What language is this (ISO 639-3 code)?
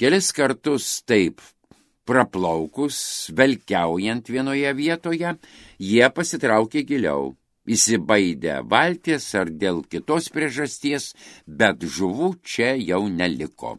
lit